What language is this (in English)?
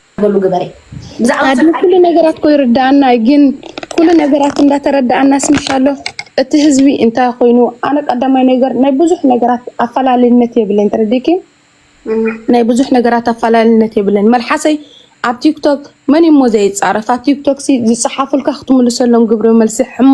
Tigrinya